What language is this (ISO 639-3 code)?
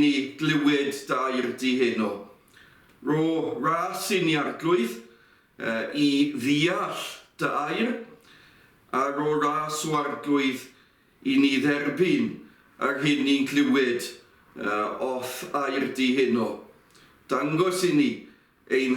cym